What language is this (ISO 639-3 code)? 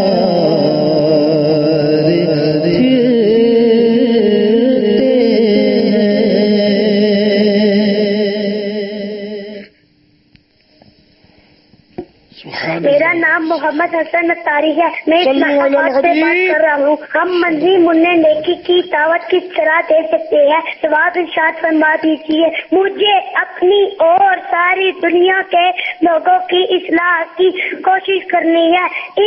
urd